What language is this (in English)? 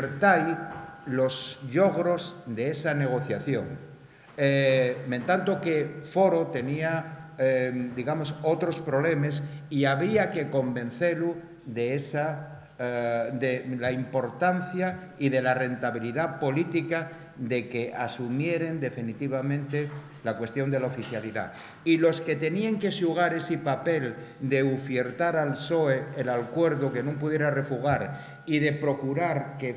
Asturian